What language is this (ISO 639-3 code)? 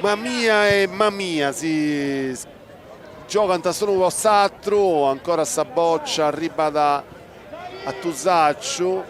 srd